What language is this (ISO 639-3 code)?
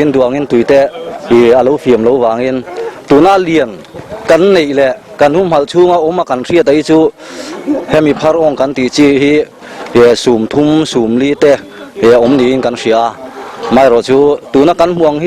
lus